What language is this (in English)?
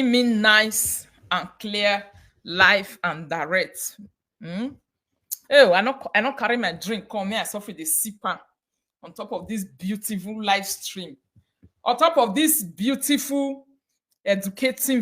Nigerian Pidgin